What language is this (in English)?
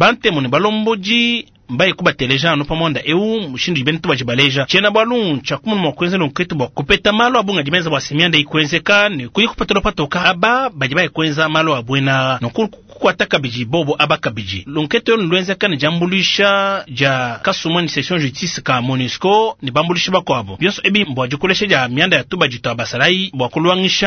Luba-Lulua